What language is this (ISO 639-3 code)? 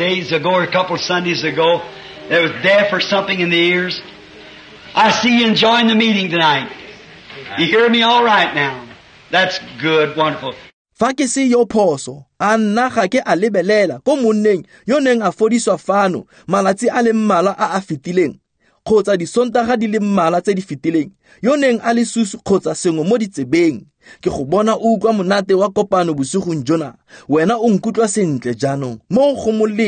tsn